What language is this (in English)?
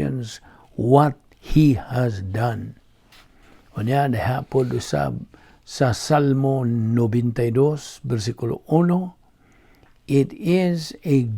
Cebuano